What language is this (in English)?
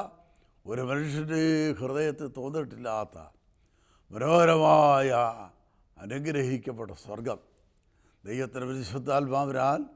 Malayalam